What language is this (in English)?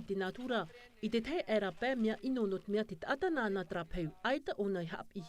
Tahitian